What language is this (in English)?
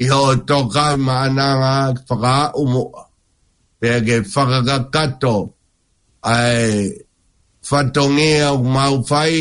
Tongan